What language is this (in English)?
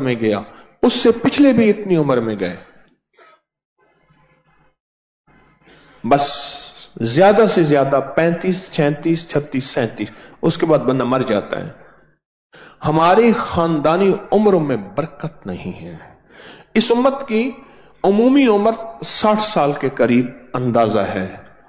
Urdu